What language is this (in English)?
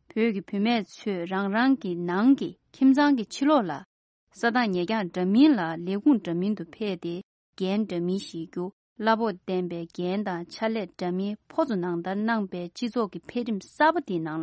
Tibetan